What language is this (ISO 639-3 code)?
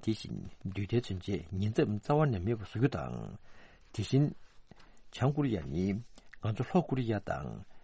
bod